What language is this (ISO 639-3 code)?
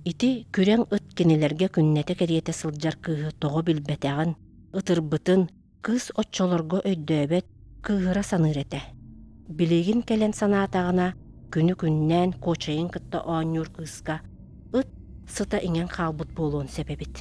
sah